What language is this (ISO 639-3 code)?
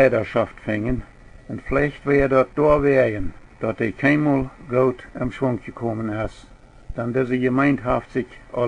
pdt